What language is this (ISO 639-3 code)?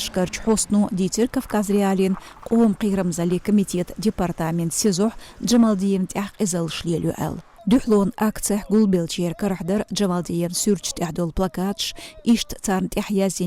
che